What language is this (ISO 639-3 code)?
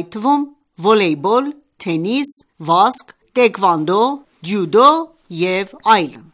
hye